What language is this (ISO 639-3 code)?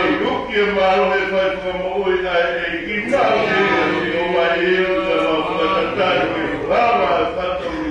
ton